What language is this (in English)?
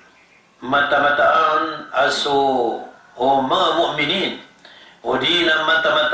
Maranao